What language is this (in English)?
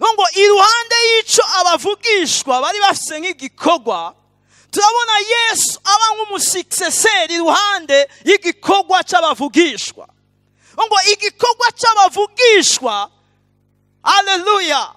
Rundi